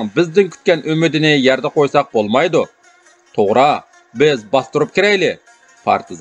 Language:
Uyghur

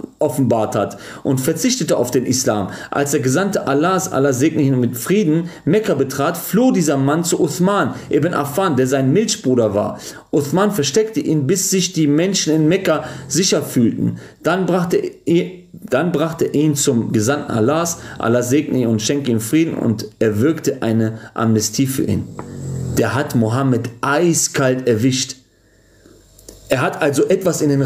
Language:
German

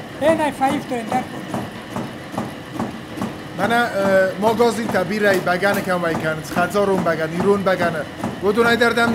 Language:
Ossetic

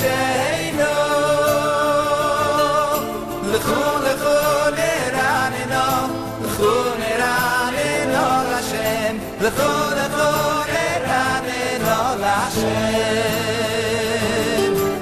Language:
Hebrew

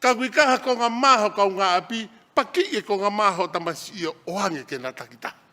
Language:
Tongan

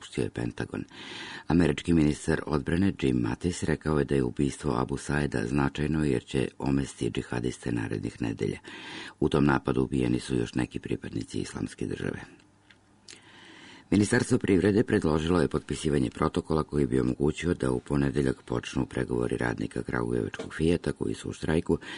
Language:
Serbian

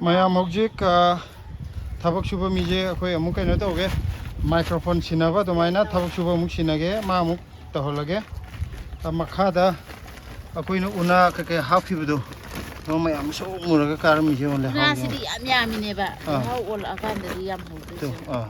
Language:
Manipuri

